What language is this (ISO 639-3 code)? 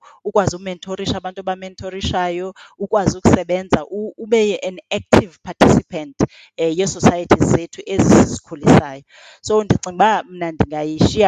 xho